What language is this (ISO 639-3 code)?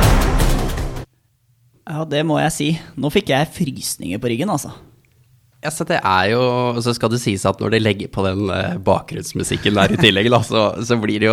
nor